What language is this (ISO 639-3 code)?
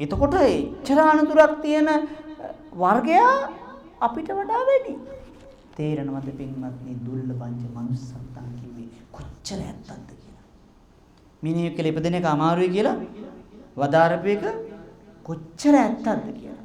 sin